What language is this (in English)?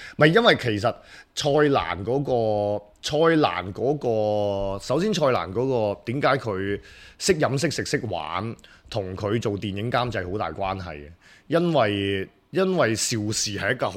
Cantonese